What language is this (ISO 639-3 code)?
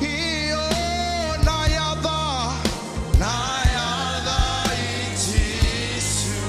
fij